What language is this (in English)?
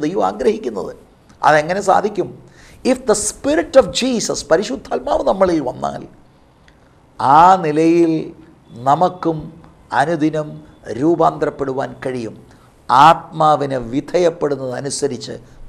Malayalam